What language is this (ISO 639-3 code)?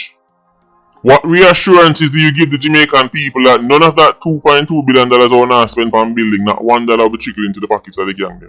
jam